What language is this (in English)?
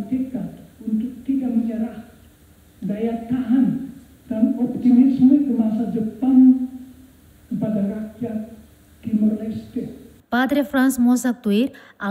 Tetum